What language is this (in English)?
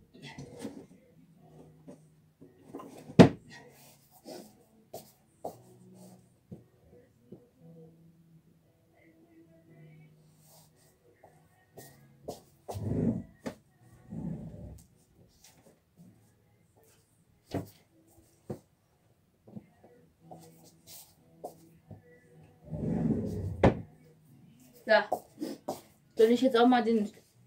German